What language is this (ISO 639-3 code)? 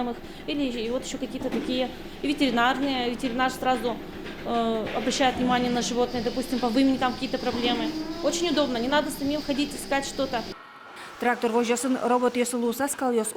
udm